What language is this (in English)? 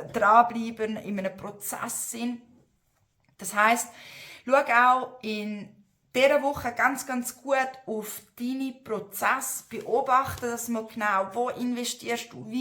Swiss German